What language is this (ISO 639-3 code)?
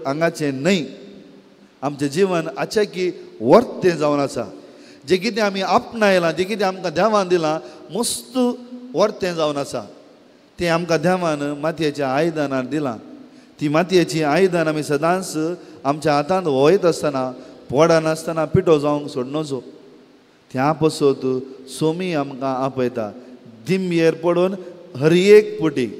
kok